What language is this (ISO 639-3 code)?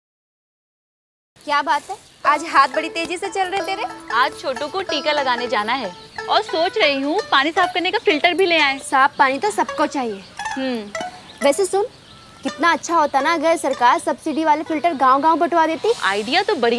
hin